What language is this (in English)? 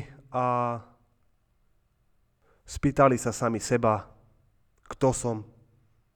Slovak